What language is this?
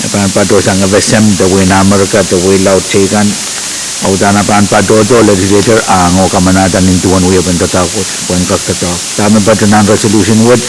Pohnpeian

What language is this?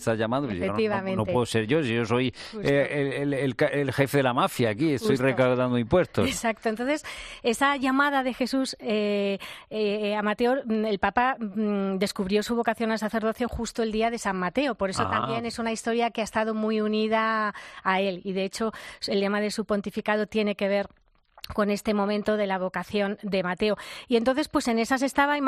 Spanish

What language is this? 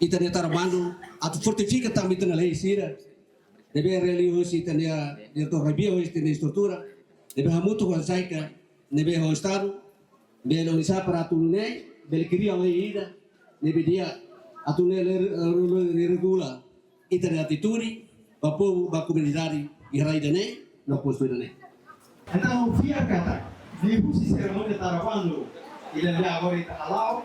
Tetum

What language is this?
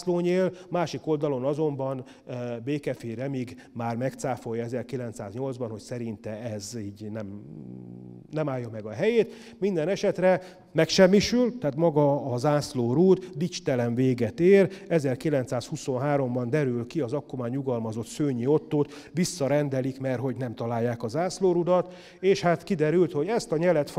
Hungarian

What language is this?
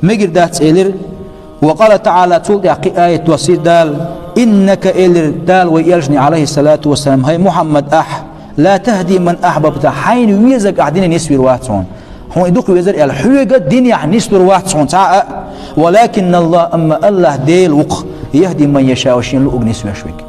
Chechen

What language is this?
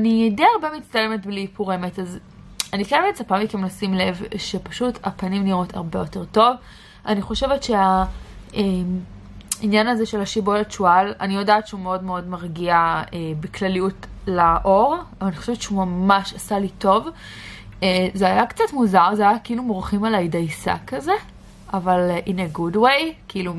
Hebrew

